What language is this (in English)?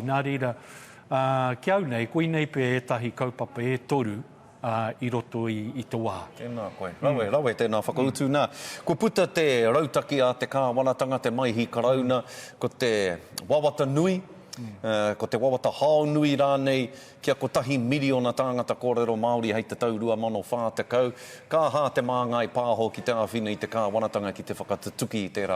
Māori